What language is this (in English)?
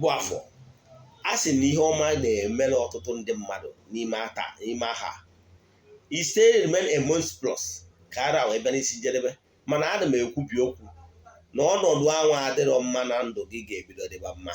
Igbo